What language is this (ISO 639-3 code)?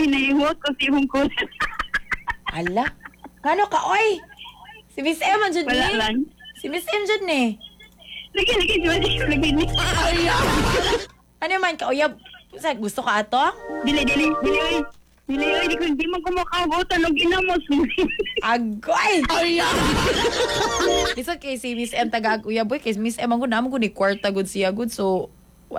ceb